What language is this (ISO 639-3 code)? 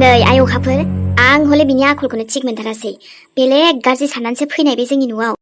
brx